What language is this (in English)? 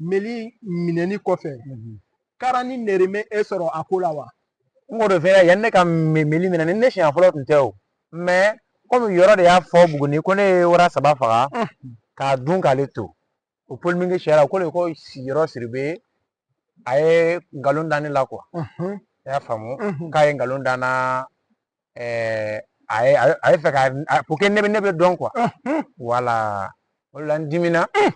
Bambara